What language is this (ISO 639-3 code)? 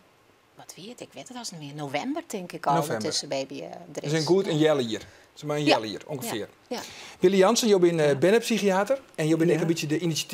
fry